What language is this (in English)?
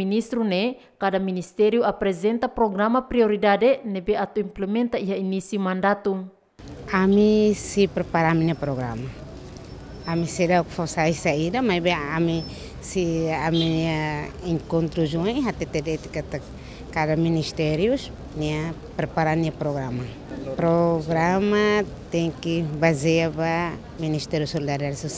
Tetum